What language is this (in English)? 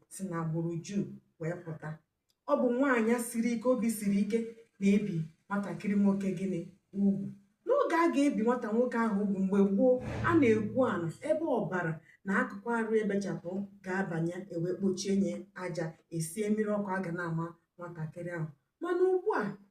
Igbo